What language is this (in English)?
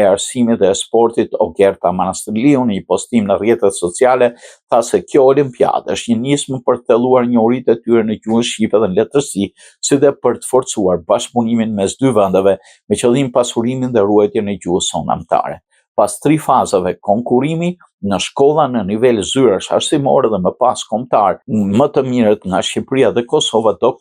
Albanian